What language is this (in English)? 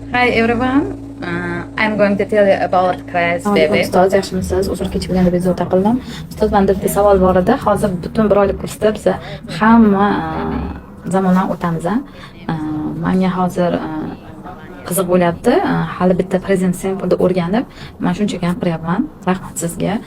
Uzbek